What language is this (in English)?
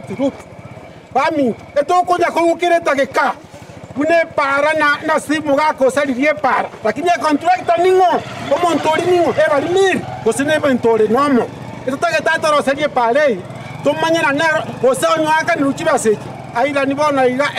Gusii